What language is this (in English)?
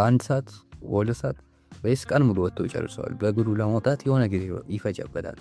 Amharic